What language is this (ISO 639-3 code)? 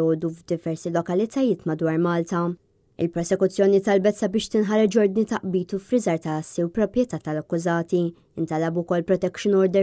mlt